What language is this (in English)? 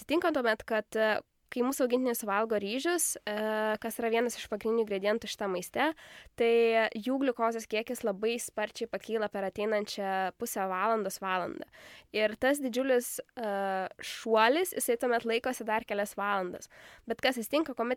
Lithuanian